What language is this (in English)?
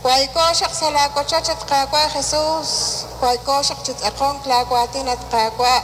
Kekchí